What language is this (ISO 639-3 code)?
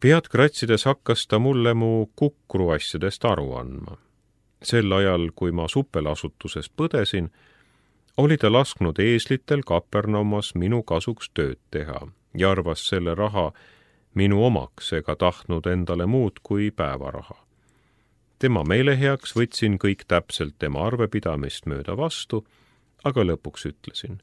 est